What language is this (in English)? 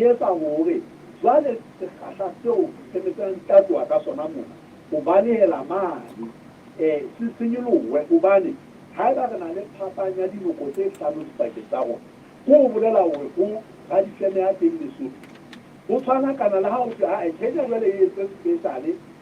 Southern Sotho